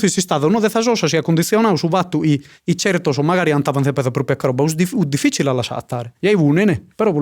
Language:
Sardinian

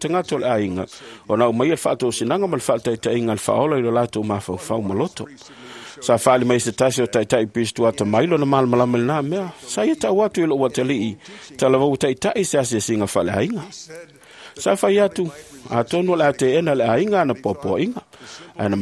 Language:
Samoan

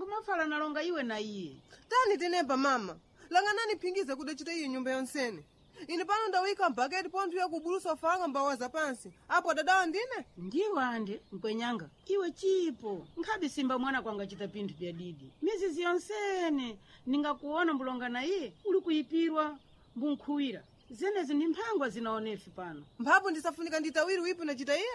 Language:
Sena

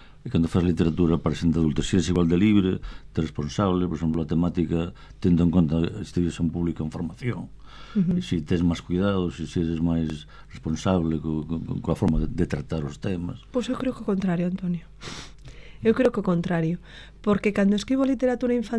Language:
Galician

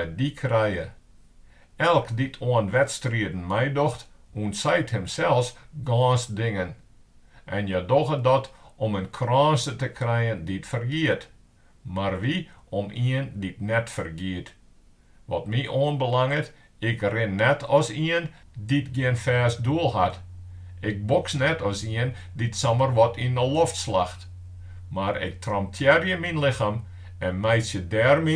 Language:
Western Frisian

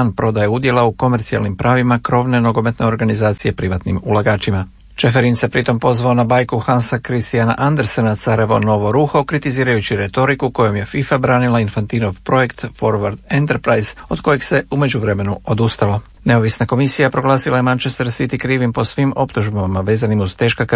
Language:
Croatian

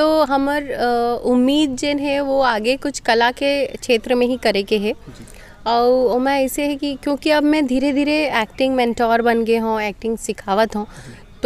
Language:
Chhattisgarhi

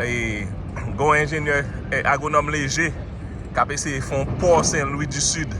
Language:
Haitian Creole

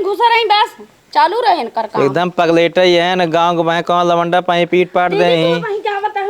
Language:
Awadhi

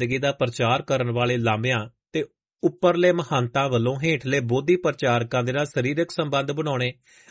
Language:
Punjabi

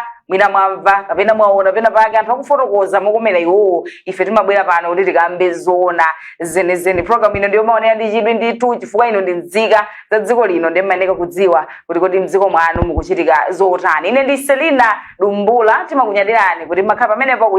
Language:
Nyanja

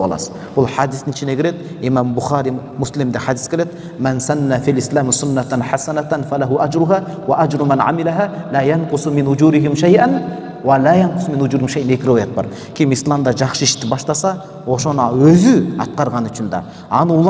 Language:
Kyrgyz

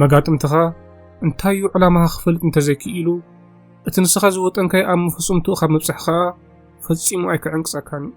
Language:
Tigrinya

